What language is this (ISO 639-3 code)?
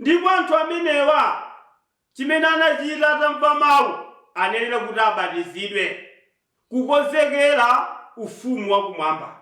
nya